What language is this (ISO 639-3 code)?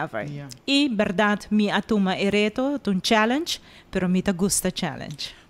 pap